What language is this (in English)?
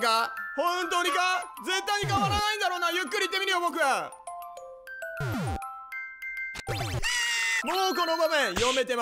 Japanese